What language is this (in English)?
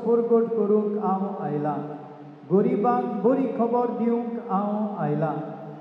Konkani